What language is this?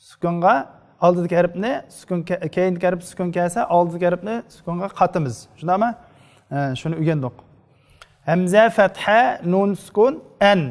Uyghur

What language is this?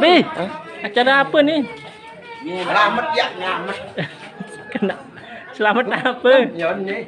Sasak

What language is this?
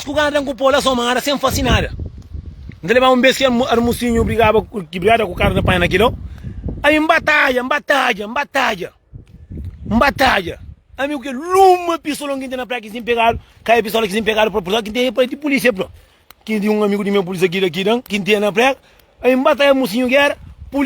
Kabuverdianu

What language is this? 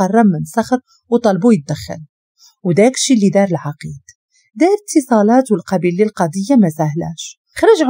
Moroccan Arabic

